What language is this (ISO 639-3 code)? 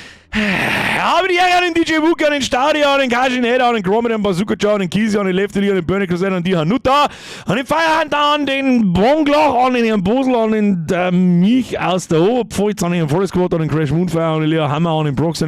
bar